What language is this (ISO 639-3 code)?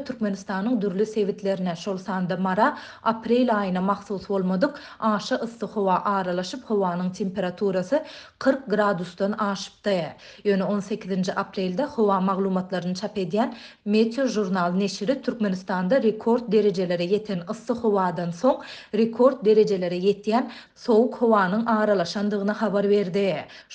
tuk